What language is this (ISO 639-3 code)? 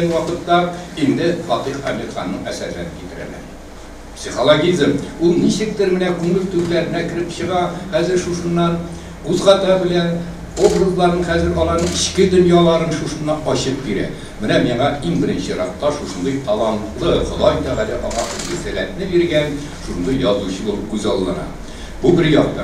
tat